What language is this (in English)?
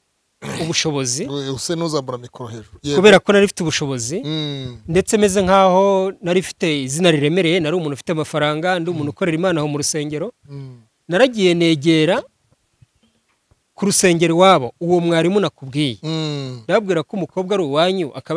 Kinyarwanda